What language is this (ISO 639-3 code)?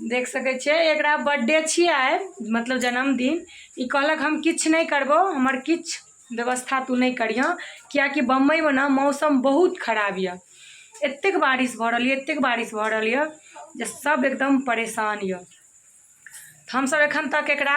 mai